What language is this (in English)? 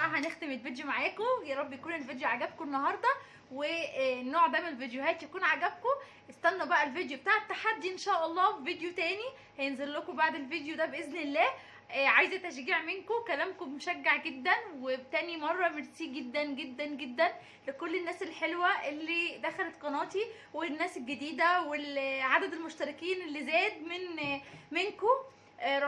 Egyptian Arabic